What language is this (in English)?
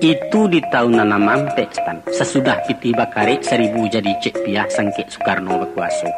Minangkabau